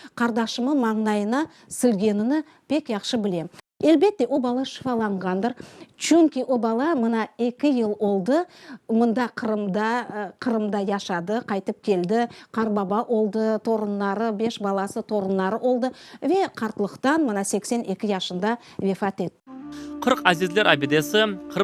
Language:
Crimean Tatar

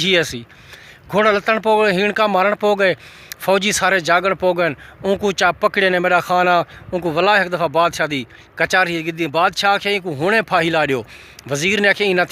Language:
Saraiki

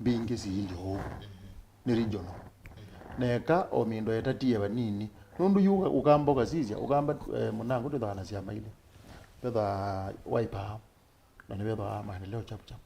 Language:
Kamba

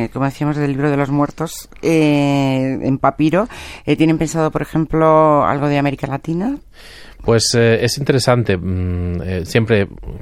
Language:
Spanish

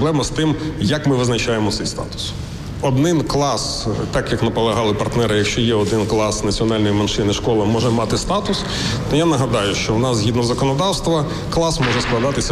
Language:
Ukrainian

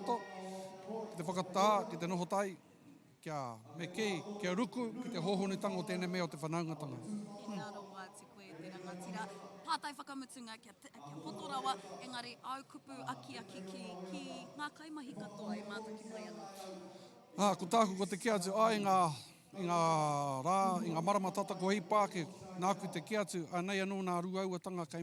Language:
Māori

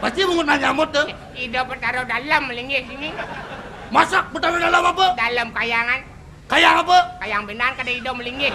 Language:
Balinese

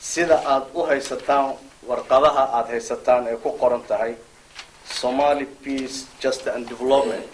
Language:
Somali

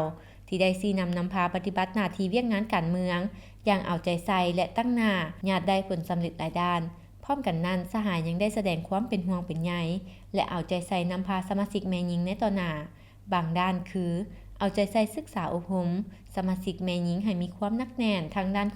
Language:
Lao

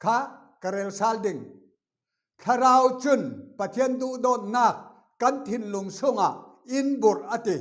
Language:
Falam Chin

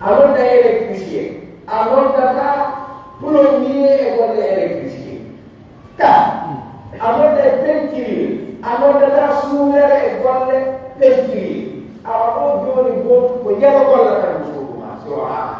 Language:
Pular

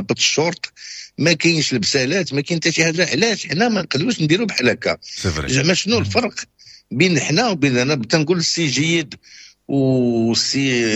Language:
Moroccan Arabic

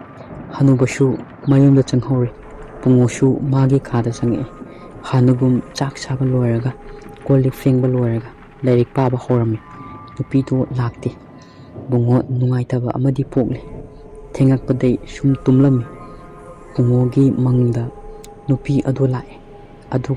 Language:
Manipuri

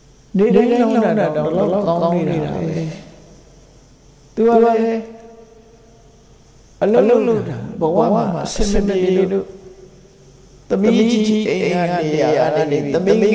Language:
Burmese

